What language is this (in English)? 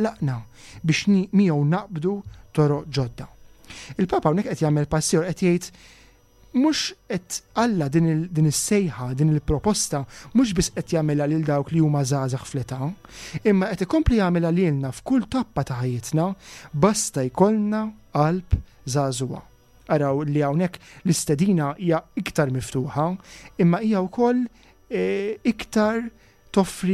Maltese